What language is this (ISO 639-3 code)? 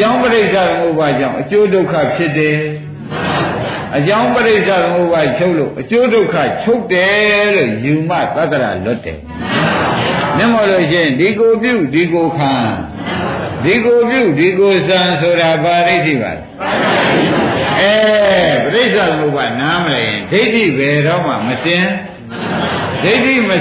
mya